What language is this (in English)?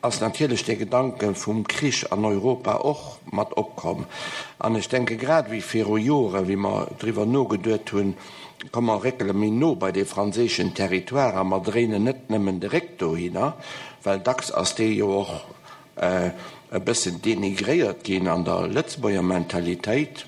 Luxembourgish